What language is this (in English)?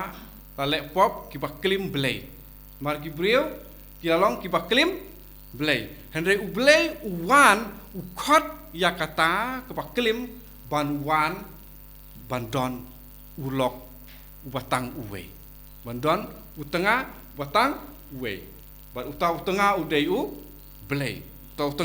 Khasi